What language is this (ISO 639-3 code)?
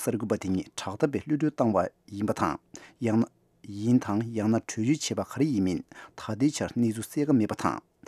bod